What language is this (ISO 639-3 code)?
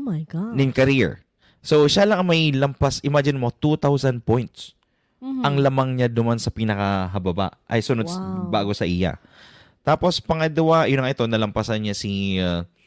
bik